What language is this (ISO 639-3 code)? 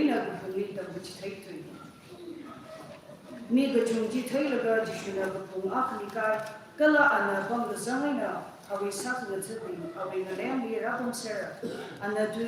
nmf